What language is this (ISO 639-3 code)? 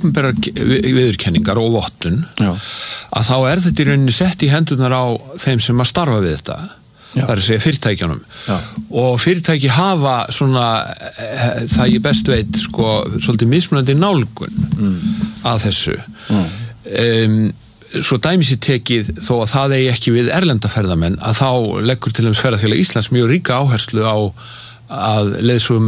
isl